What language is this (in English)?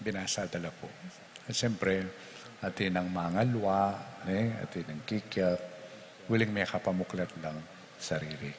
Pampanga